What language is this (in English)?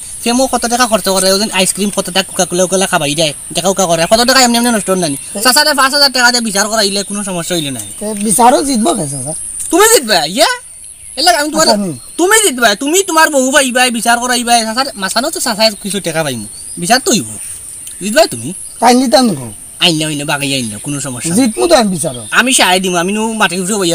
Sylheti